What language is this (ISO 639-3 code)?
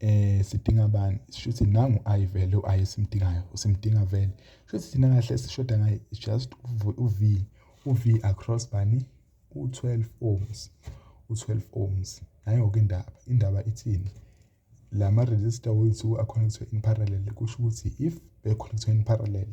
zul